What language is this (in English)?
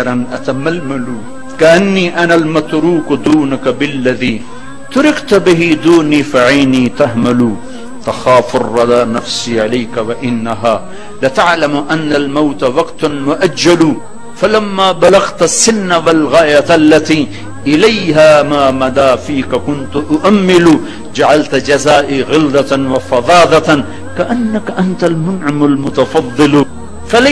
Urdu